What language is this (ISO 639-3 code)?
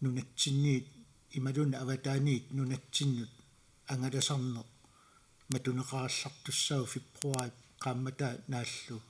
kal